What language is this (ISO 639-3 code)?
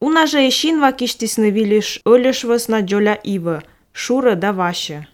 lit